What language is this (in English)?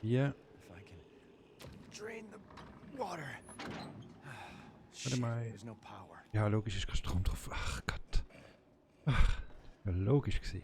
Swiss German